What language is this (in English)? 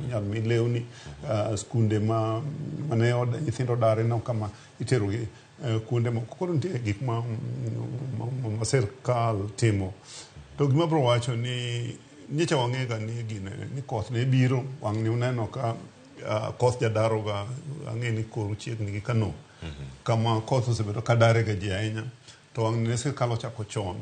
Luo (Kenya and Tanzania)